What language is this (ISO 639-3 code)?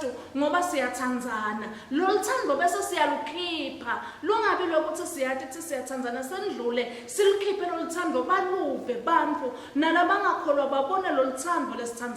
ssw